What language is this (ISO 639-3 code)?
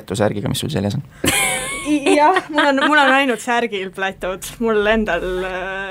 est